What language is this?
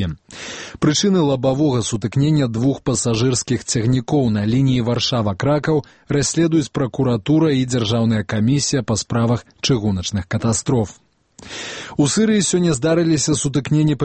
Belarusian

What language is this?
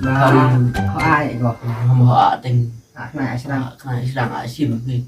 Khasi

